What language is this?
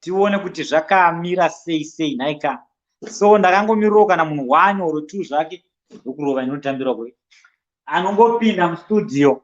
Shona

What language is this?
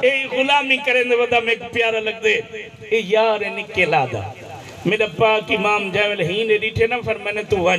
Saraiki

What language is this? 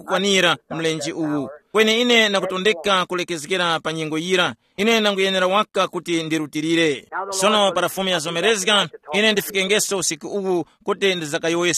Tumbuka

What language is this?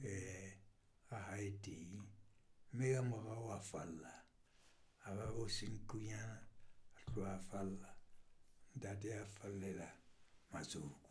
Southern Sotho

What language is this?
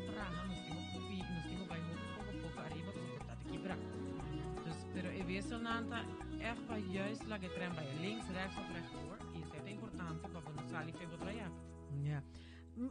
Papiamento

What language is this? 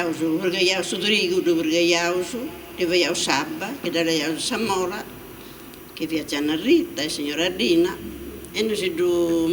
Sardinian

